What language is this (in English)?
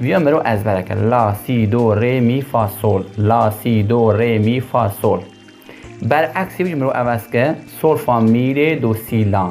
Kurdish